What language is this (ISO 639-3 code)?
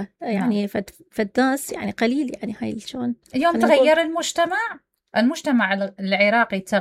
acm